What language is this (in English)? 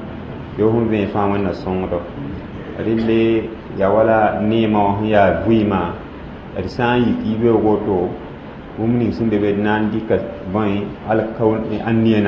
Mossi